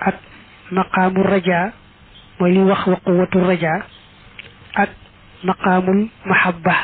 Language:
Wolof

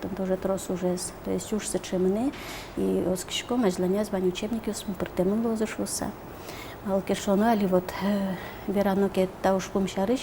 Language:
Udmurt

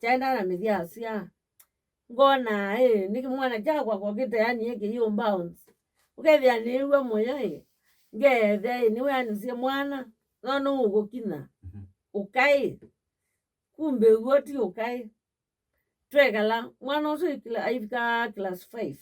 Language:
Kamba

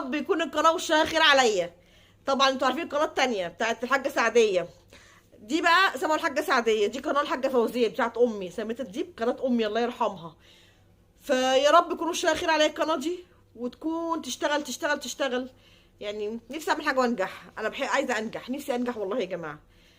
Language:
Egyptian Arabic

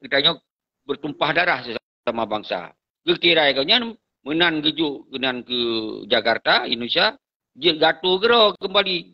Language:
Achinese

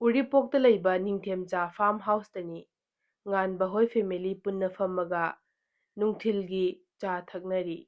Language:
Manipuri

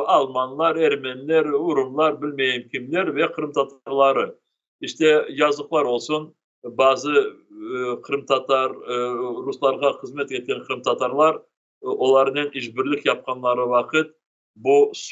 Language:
Crimean Tatar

